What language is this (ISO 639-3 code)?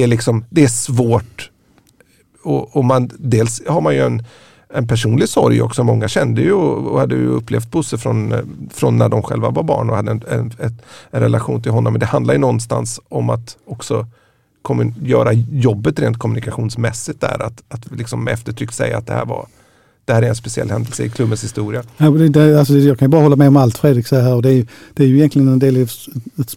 swe